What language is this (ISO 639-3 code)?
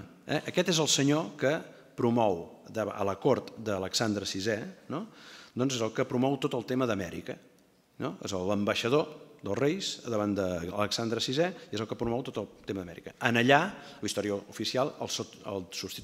cat